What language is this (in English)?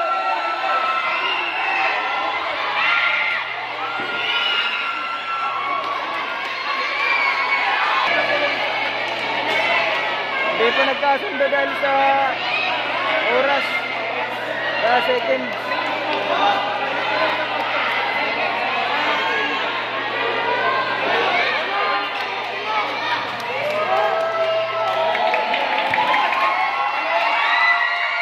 Filipino